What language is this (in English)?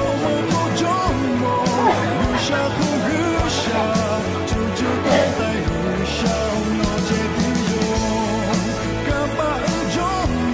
Lahu